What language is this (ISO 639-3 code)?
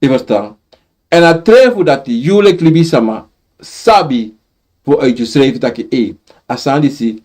srn